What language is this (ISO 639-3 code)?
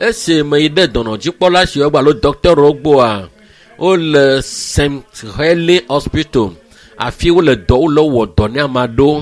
ewe